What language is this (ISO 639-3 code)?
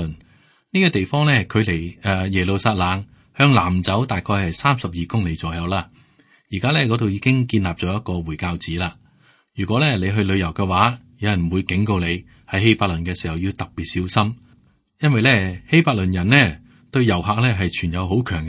yue